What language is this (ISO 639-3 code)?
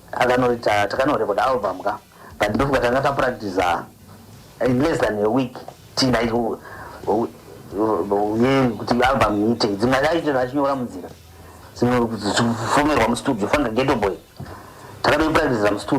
sna